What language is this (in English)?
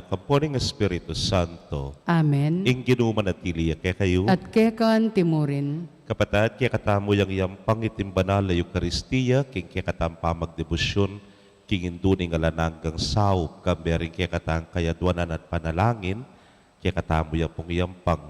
Pampanga